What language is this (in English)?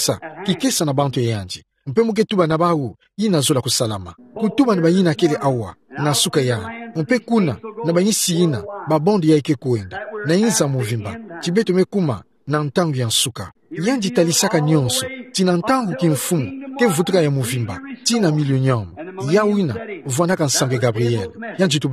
Kituba (Democratic Republic of Congo)